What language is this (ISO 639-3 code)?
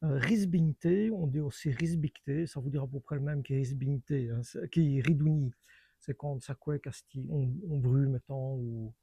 wln